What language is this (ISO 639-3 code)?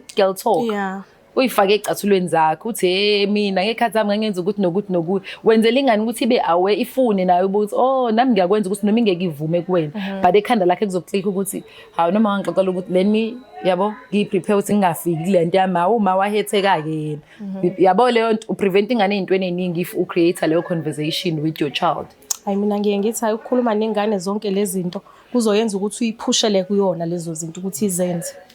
zul